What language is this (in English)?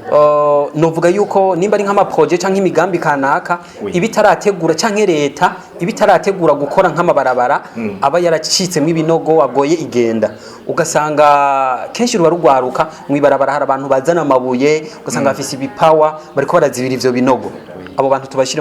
Rundi